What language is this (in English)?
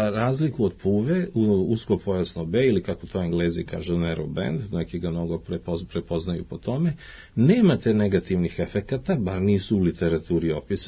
Serbian